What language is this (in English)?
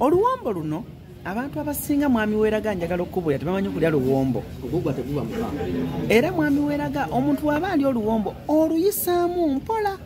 Ganda